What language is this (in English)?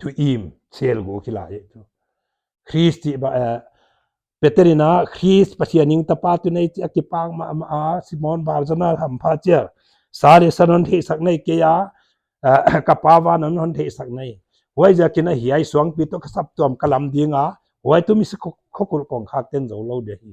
Paite Chin